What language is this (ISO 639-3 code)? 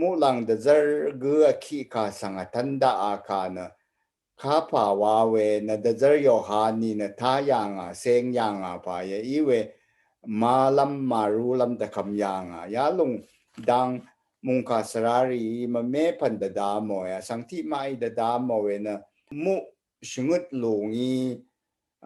raw